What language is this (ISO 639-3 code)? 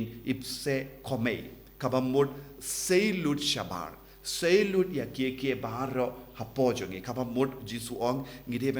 kha